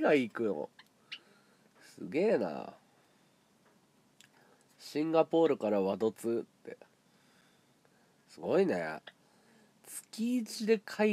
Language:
Japanese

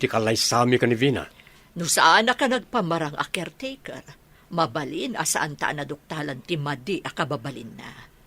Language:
Iloko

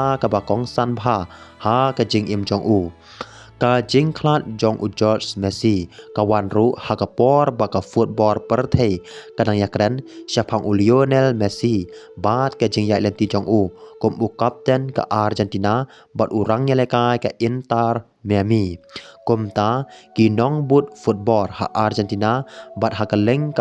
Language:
Khasi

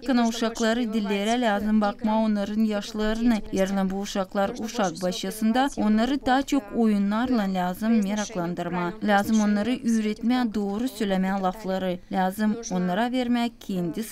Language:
Gagauz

